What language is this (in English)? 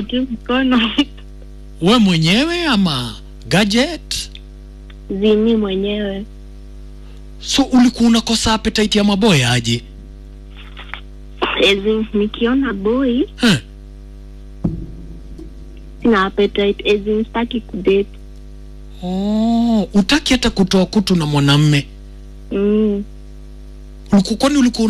Swahili